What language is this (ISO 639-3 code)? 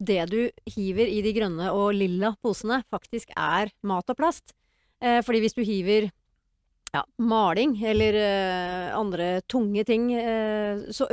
nor